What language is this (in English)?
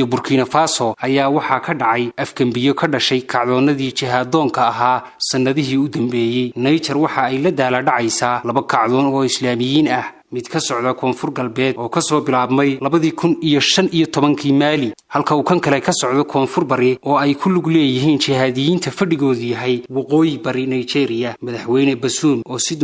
Somali